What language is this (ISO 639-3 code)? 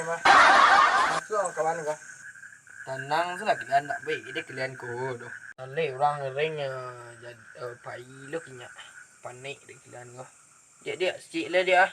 min